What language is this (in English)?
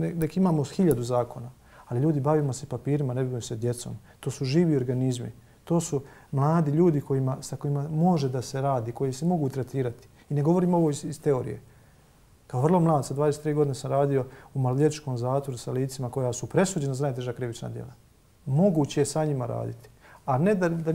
Bosnian